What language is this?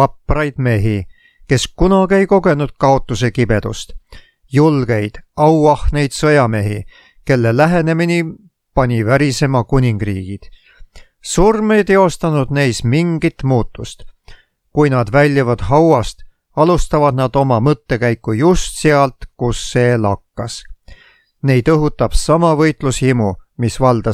Estonian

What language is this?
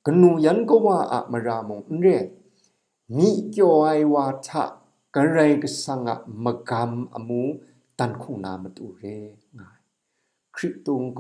Kachin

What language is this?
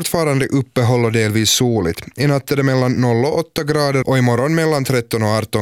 Swedish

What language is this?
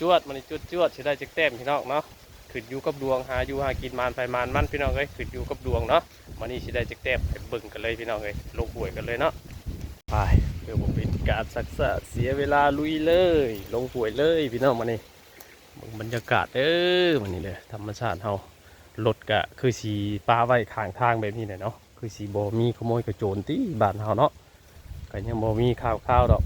Northeastern Thai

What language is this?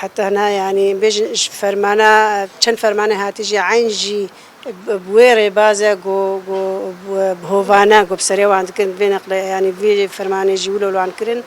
Kurdish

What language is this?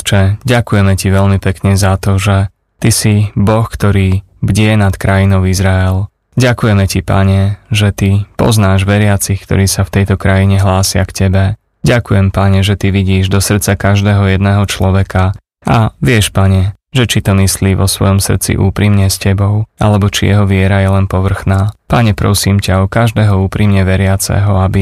Slovak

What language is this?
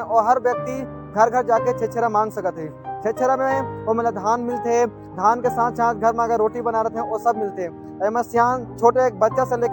Chhattisgarhi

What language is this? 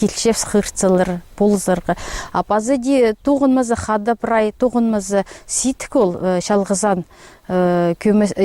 Khakas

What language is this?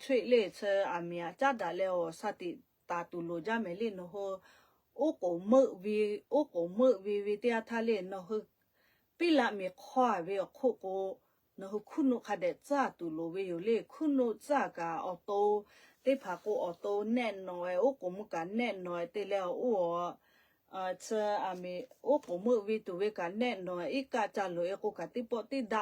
Lahu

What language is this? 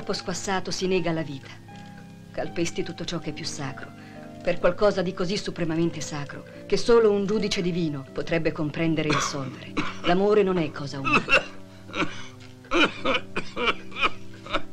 Italian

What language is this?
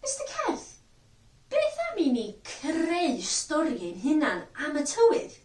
Welsh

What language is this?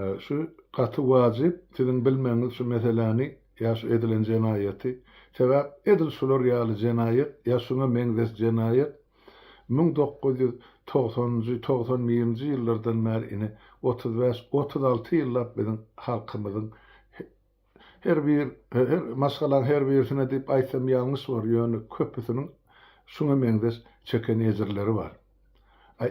Turkmen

